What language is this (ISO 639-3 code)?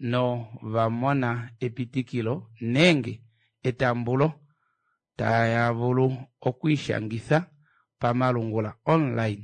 kua